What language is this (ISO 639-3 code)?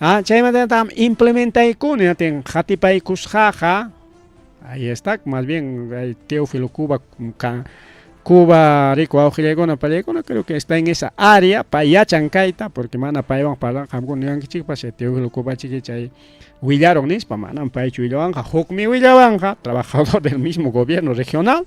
quy